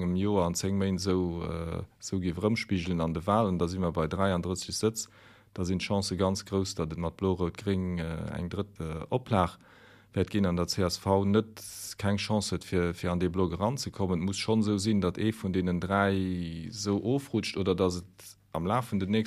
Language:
Luxembourgish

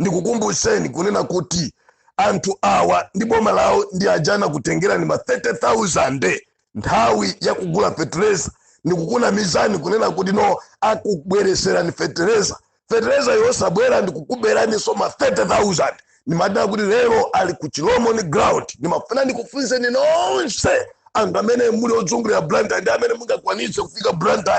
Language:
Nyanja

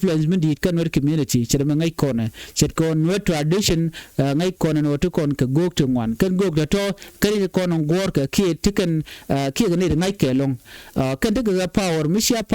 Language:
Nuer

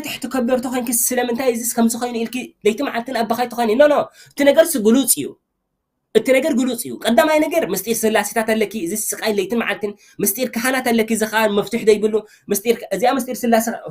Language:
Tigrinya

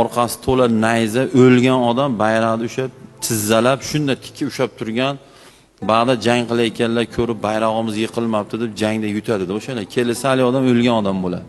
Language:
Uzbek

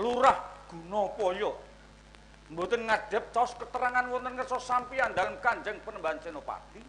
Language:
Javanese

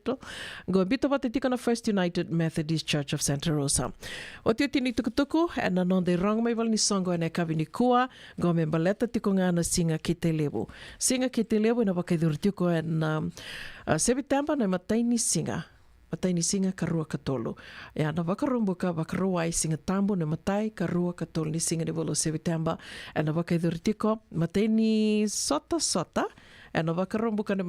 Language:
Fijian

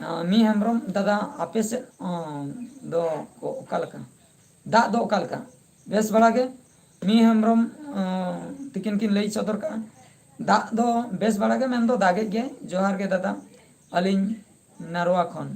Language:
Santali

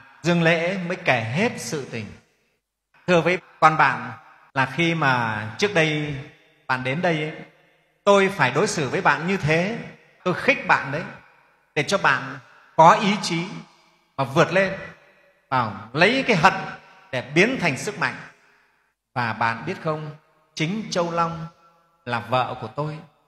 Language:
Vietnamese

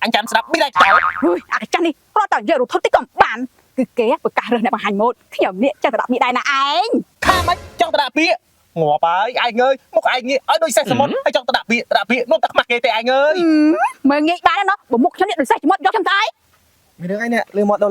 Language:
Khmer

